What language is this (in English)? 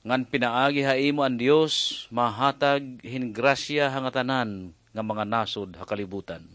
Waray